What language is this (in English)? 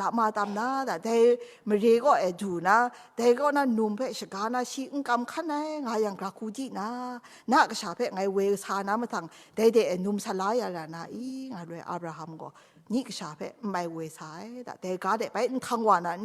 Kachin